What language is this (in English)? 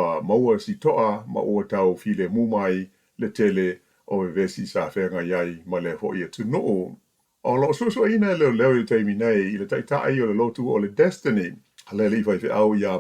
Samoan